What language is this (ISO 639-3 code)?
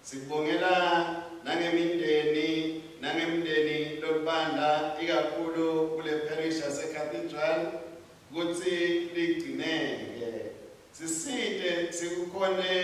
ssw